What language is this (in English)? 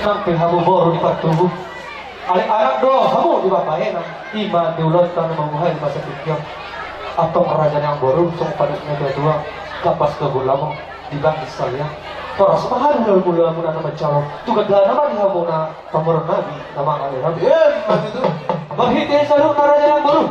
Batak Toba